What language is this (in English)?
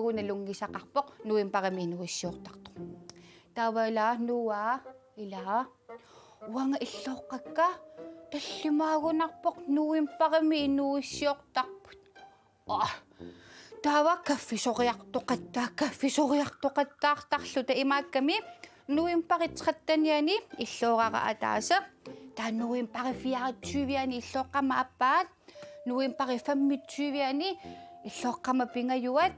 Kalaallisut